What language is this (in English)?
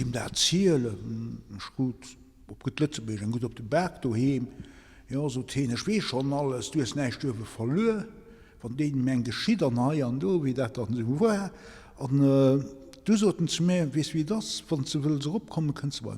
Luxembourgish